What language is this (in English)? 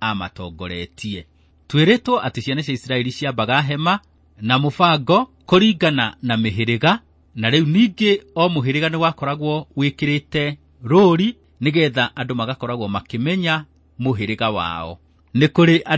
Kikuyu